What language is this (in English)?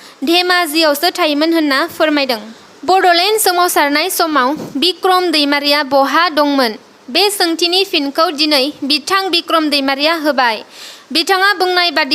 Bodo